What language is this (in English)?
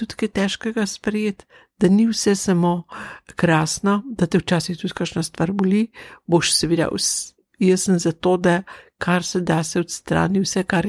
Slovenian